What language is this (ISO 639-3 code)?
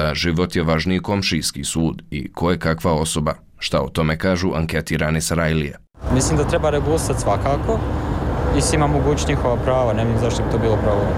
bos